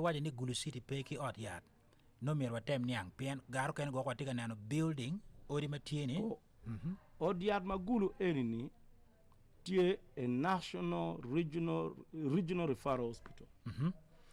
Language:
Acoli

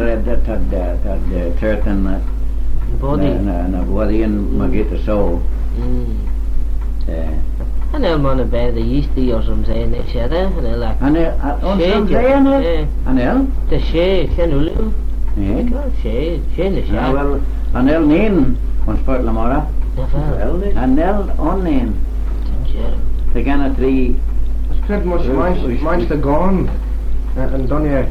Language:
Manx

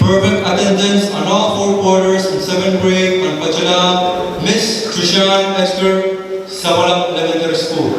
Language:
Pohnpeian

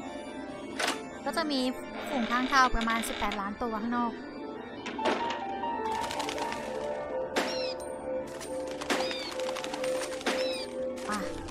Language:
Thai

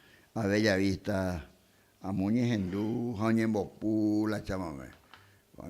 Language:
Guarani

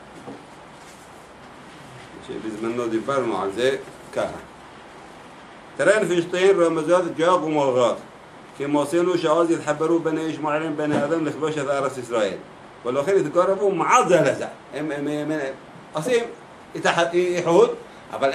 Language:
Hebrew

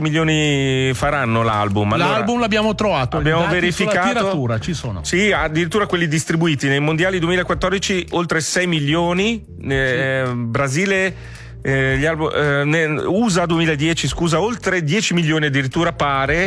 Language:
Italian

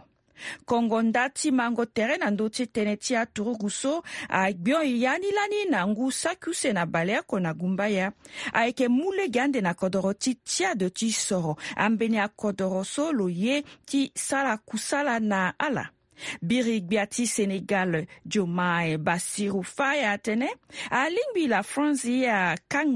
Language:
Sango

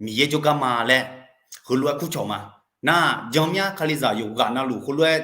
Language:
Akha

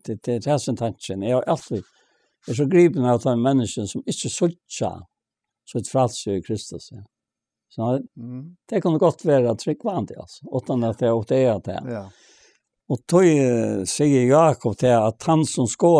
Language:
Faroese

